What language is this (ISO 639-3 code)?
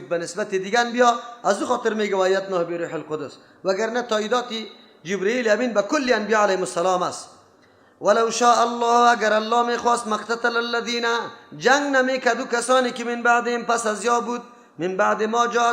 fas